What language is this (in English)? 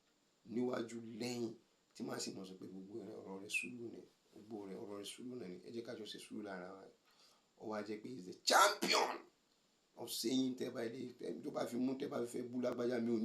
Yoruba